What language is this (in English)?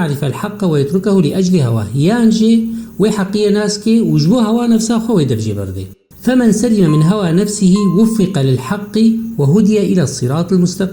Kurdish